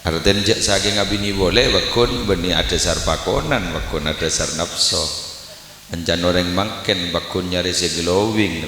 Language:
Madurese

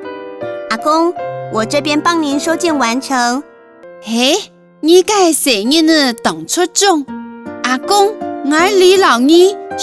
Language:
Hakka Chinese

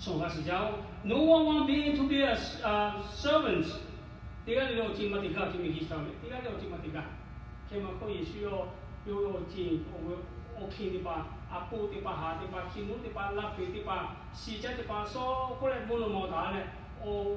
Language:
Lahu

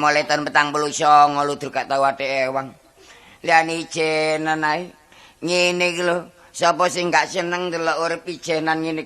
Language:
Javanese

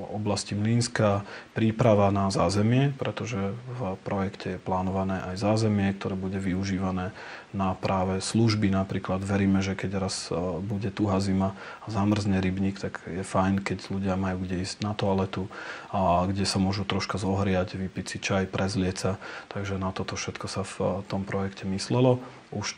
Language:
Slovak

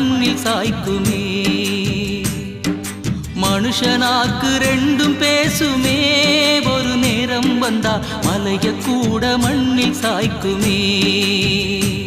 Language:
Tamil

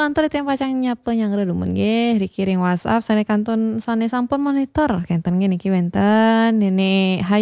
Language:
Balinese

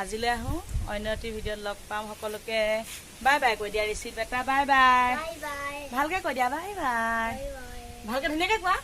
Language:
Assamese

